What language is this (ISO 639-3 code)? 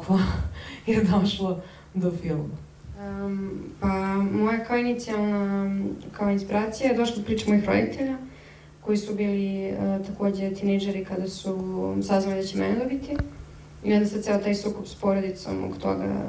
srp